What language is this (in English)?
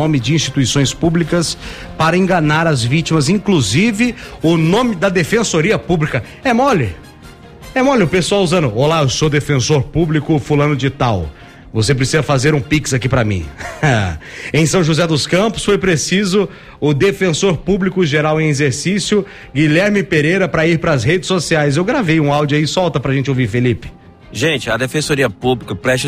Portuguese